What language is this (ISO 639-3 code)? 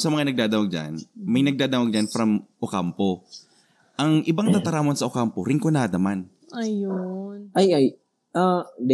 bik